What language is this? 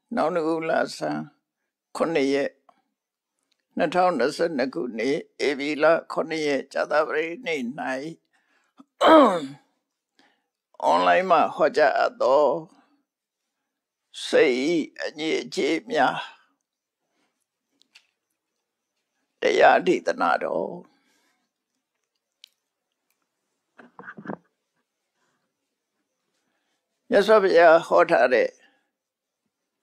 Burmese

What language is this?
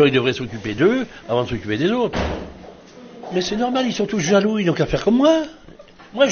French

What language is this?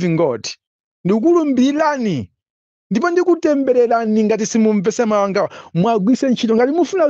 Nyanja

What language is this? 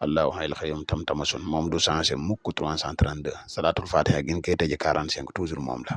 Wolof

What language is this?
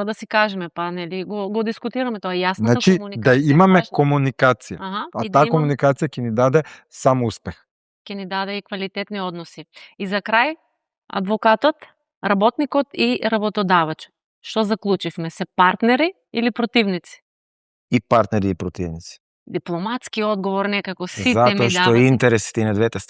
Macedonian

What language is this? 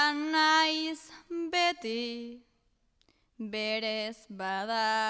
Basque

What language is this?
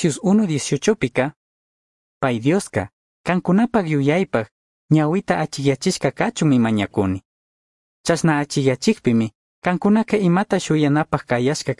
Chimborazo Highland Quichua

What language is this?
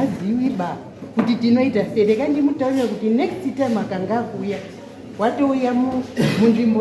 Shona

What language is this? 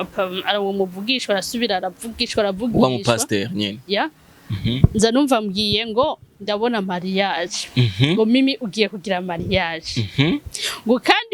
Rundi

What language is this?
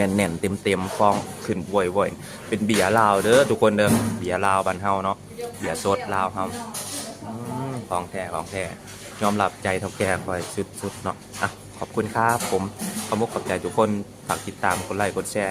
Lao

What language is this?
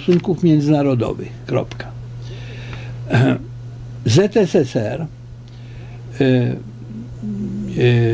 Polish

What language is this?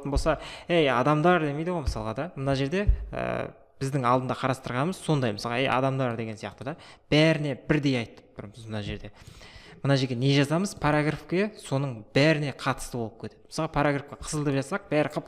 Kazakh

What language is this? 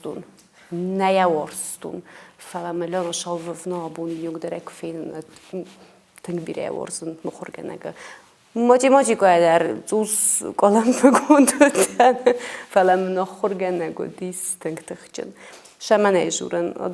Ossetic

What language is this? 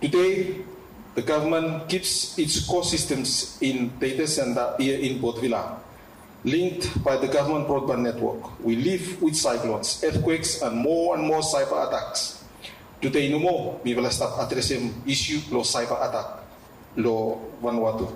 Bislama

